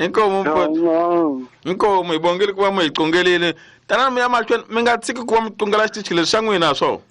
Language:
Tsonga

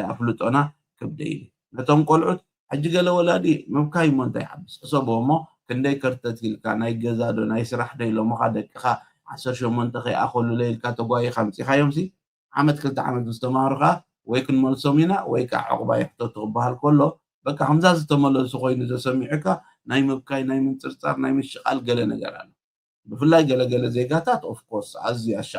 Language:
Tigrinya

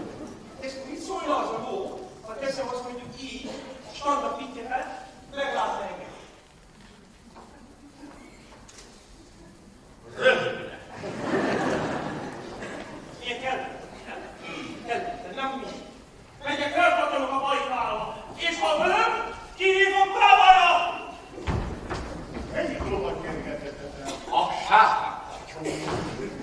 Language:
Hungarian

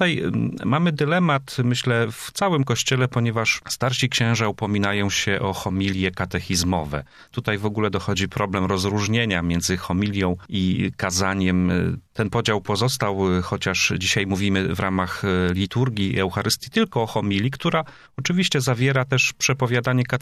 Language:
Polish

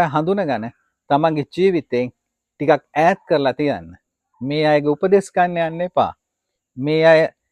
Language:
Sinhala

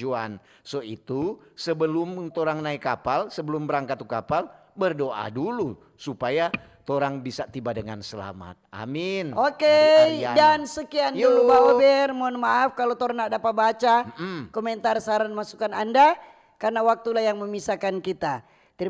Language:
Manado Malay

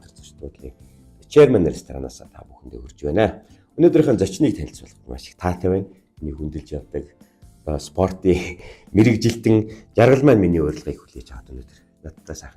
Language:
Mongolian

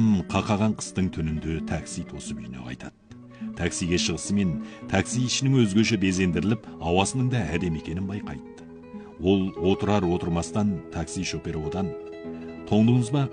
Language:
Kazakh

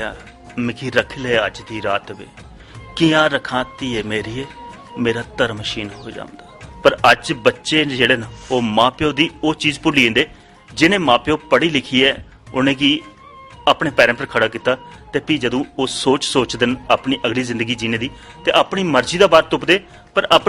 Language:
Dogri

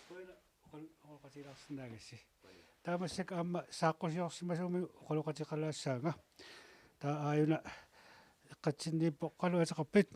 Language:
Kalaallisut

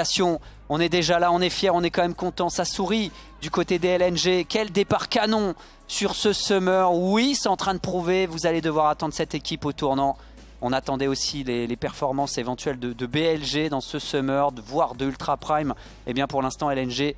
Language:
French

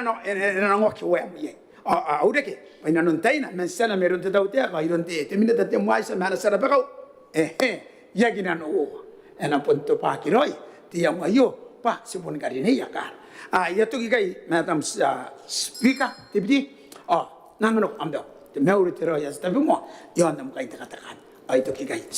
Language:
Gilbertese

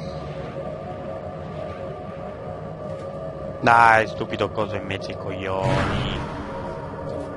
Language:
Italian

